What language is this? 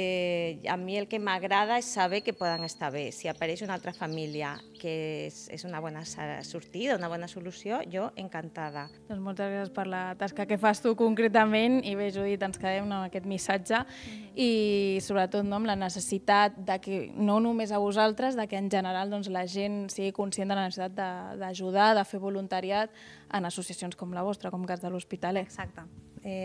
Catalan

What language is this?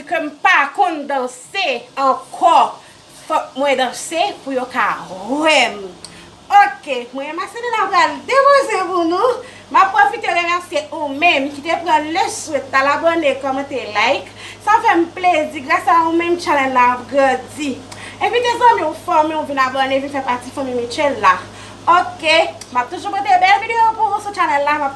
Haitian Creole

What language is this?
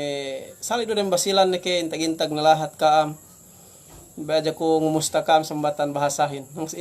Yakan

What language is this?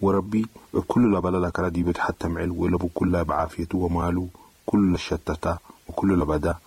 Sudanese Arabic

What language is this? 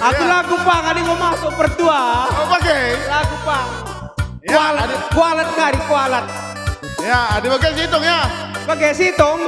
Batak Karo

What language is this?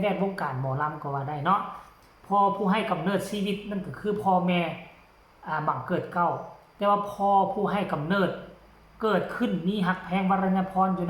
Northeastern Thai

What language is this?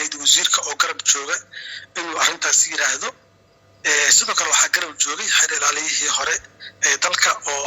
Somali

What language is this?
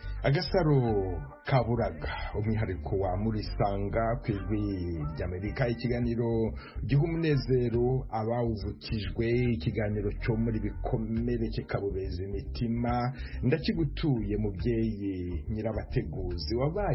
Kinyarwanda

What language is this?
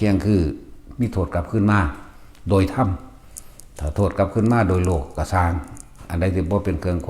Northeastern Thai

